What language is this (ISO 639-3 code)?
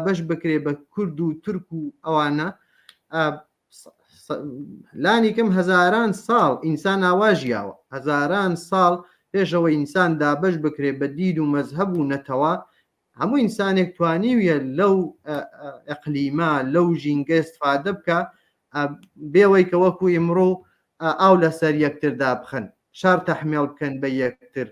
ckb